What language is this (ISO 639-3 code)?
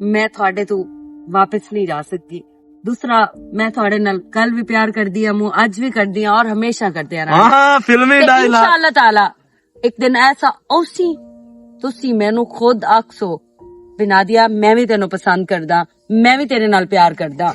lah